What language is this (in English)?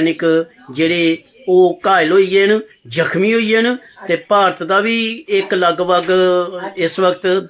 Dogri